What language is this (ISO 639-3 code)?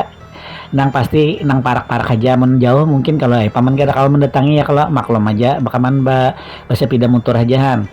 bjn